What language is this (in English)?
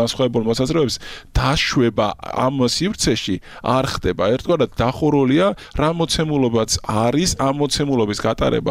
Georgian